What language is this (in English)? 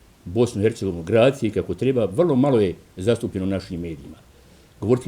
Bosnian